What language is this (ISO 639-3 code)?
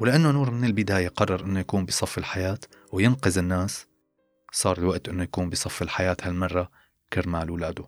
apc